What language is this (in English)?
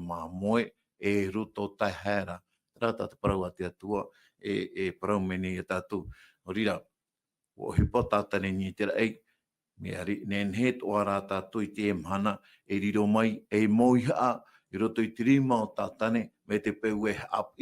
Tahitian